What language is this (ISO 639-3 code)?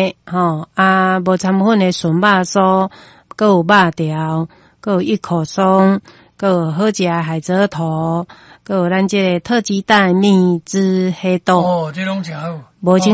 nan